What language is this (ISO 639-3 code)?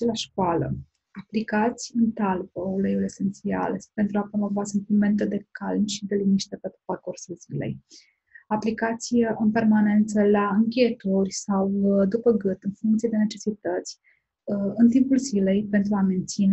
ron